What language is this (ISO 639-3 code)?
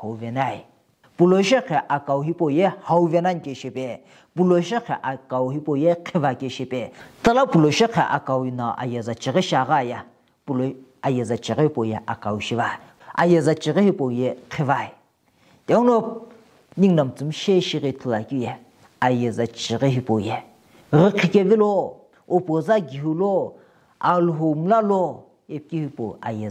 nsm